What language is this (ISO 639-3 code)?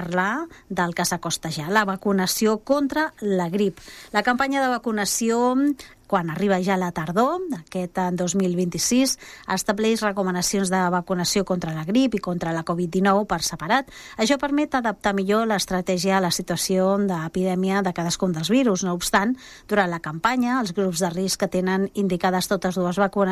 cat